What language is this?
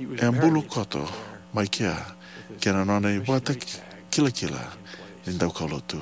Fijian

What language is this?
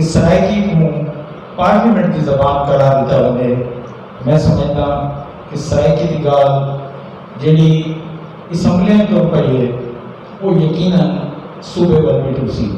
Saraiki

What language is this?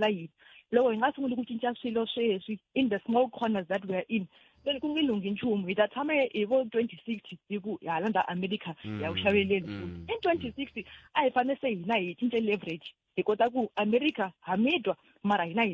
Tsonga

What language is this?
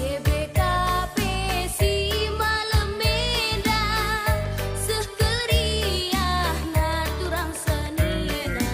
Batak Karo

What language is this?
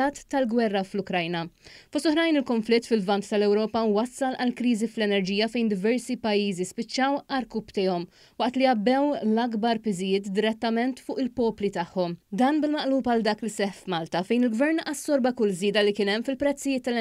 Maltese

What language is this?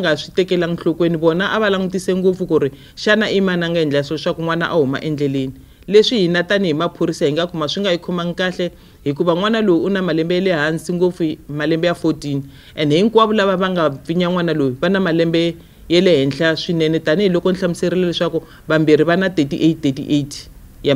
Tsonga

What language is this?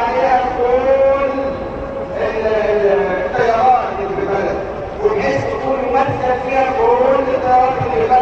Egyptian Arabic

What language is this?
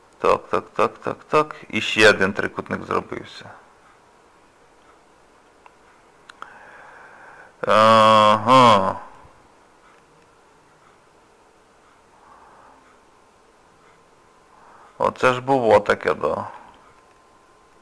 Ukrainian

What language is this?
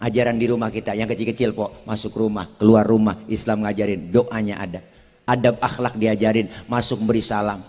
Betawi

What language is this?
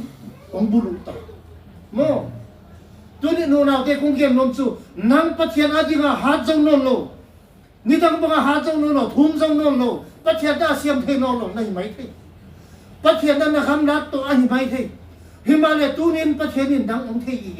Tedim Chin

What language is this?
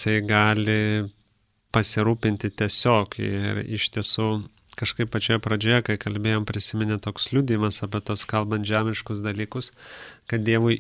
Lithuanian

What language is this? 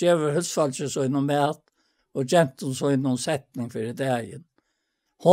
Faroese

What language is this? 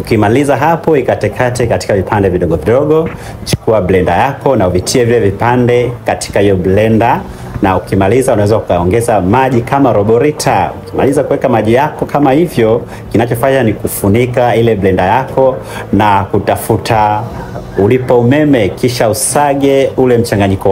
Swahili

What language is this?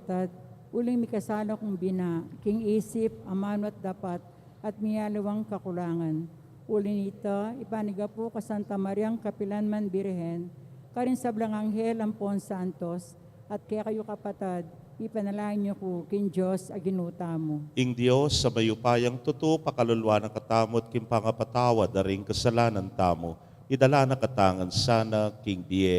Pampanga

